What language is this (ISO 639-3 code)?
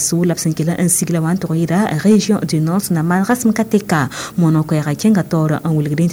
mos